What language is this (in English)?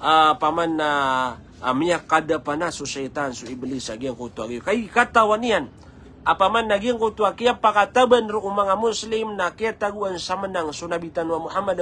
Maranao